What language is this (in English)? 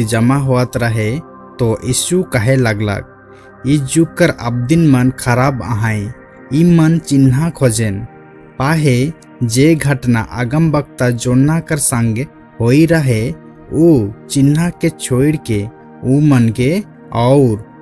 Sadri